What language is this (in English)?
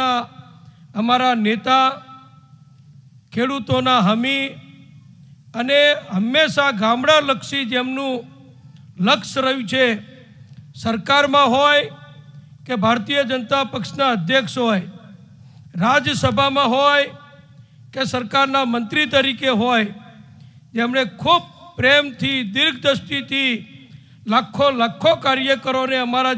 Gujarati